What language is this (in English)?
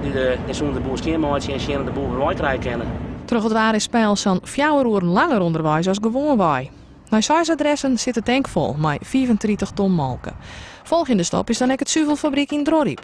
Western Frisian